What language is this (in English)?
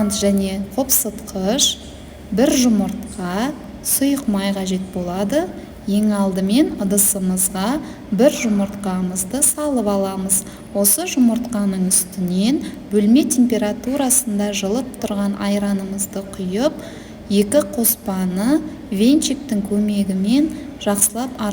Kazakh